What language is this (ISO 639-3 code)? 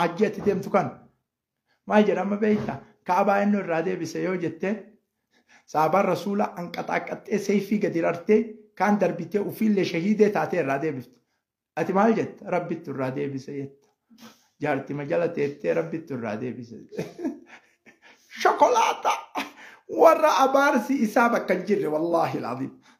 orm